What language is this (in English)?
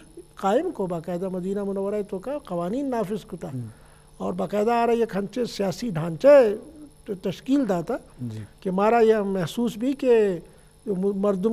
Eastern Balochi